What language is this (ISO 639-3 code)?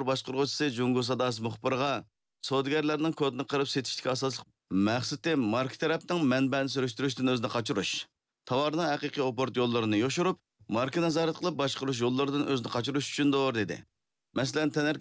uig